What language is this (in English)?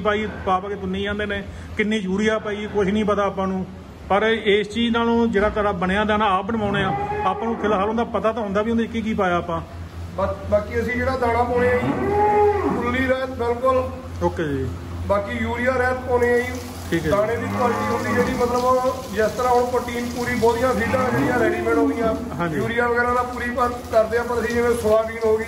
Punjabi